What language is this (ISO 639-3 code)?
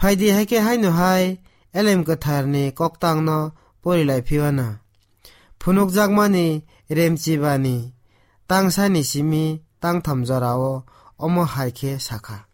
trp